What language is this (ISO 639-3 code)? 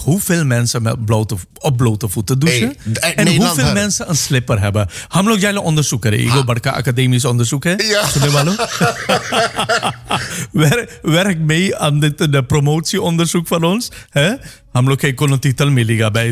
nld